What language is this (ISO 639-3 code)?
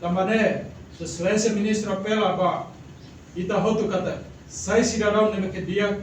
tet